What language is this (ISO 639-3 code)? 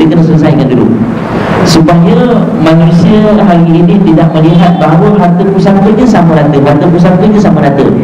msa